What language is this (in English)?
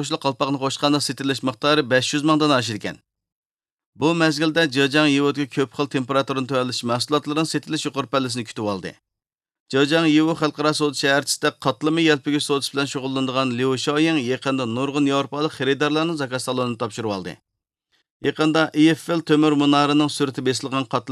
Uyghur